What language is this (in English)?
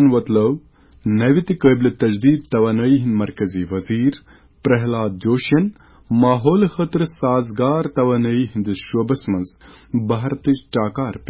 Kashmiri